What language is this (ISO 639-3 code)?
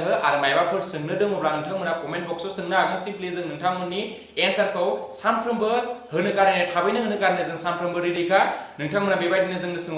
brx